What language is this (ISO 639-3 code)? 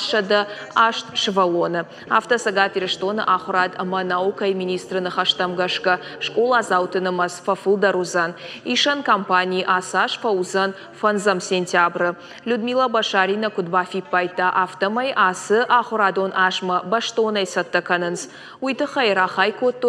oss